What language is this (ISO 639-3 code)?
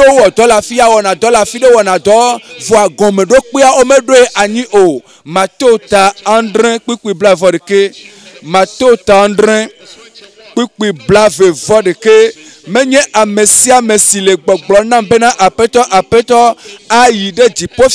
ewe